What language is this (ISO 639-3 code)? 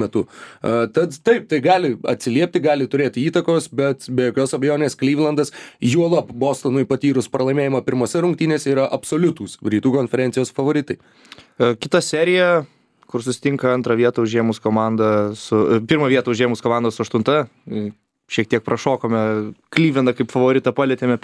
lit